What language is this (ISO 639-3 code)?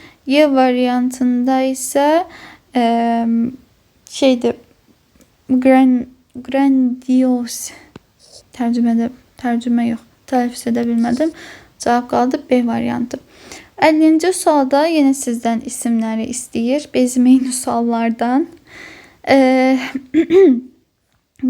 aze